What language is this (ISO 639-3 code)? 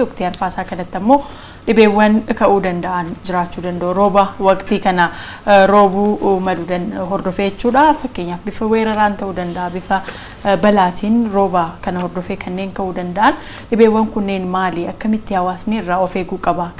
orm